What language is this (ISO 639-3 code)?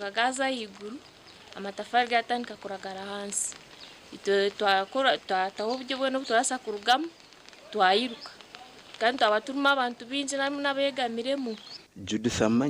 nyn